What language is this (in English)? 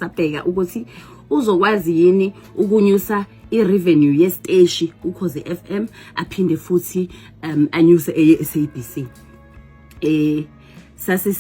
Zulu